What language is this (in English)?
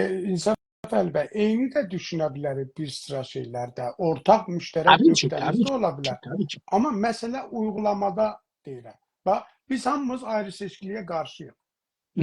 South Azerbaijani